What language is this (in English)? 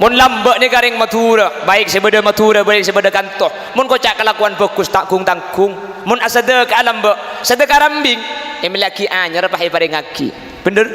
Madurese